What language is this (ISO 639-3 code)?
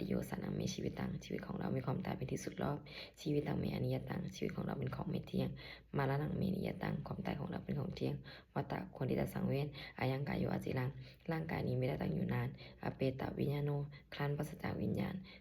pli